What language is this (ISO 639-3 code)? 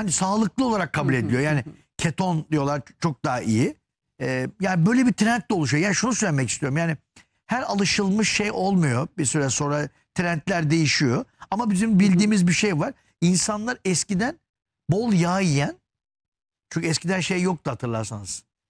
tur